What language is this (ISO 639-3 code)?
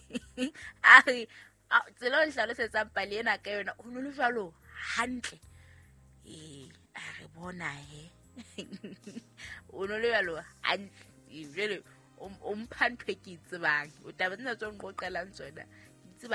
sot